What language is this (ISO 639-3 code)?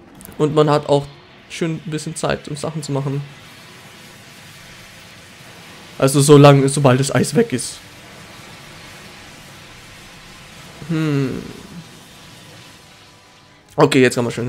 deu